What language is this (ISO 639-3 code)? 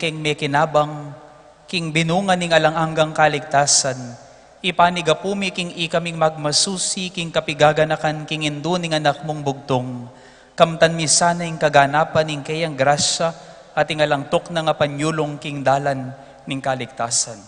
pam